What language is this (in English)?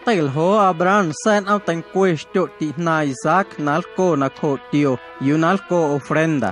Guerrero Amuzgo